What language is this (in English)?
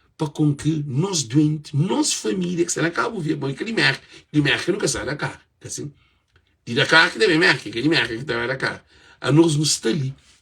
Kabuverdianu